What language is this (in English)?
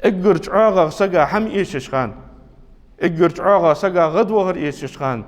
Ingush